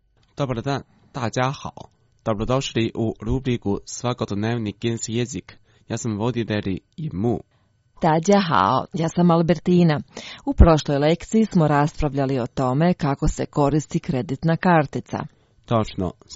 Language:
Croatian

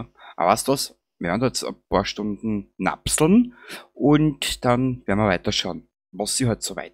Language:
Bavarian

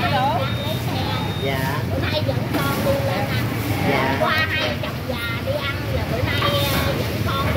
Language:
Vietnamese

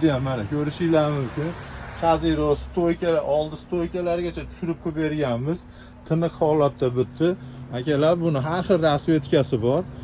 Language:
Uzbek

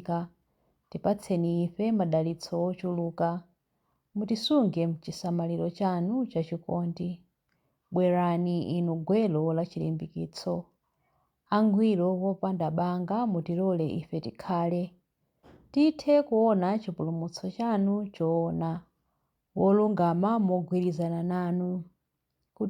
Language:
Nyanja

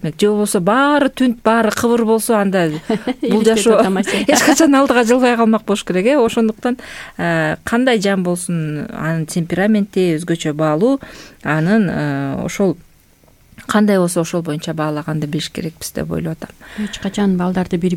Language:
Kyrgyz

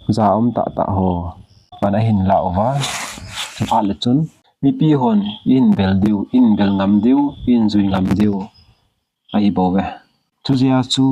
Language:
Thado Chin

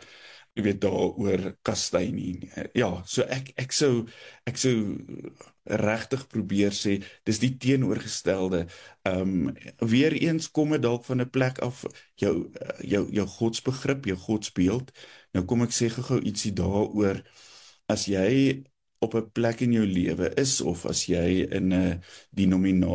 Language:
Afrikaans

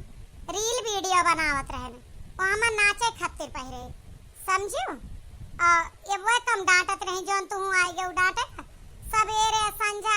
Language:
Awadhi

